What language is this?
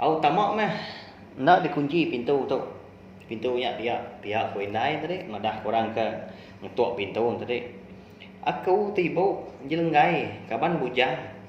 Iban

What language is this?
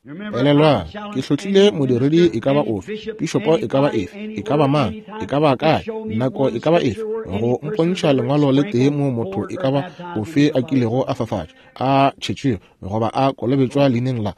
Northern Sotho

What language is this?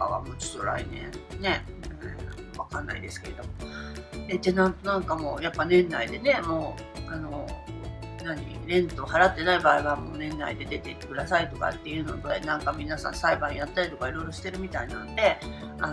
Japanese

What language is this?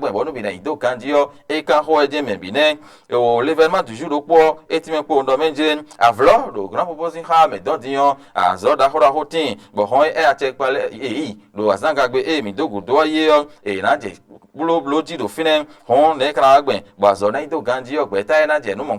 Fon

